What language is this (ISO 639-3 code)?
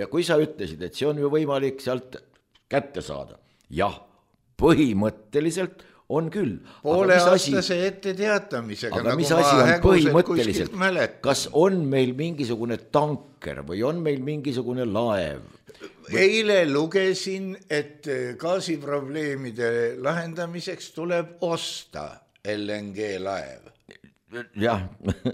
est